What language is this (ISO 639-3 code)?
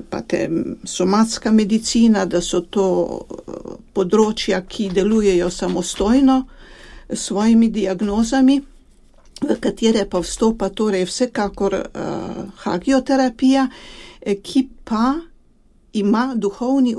slv